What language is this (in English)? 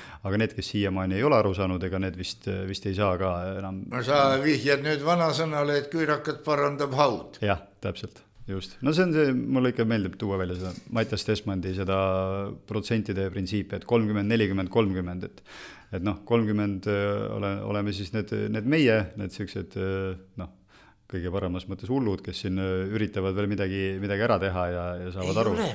Estonian